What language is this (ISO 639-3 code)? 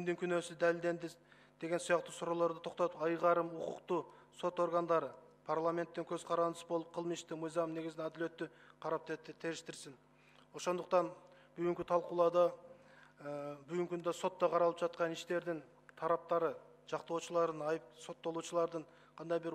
kir